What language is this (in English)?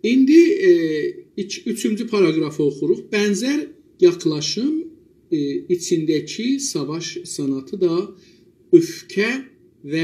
South Azerbaijani